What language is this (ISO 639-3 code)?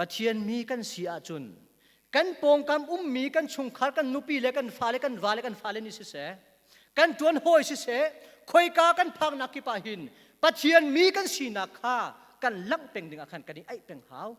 cnh